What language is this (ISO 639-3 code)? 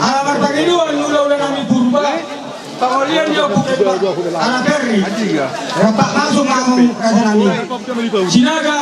bbc